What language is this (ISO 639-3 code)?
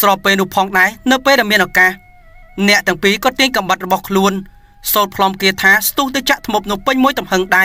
khm